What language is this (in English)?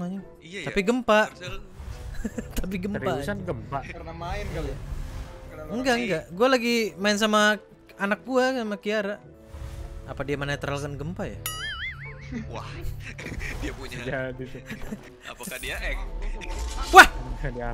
Indonesian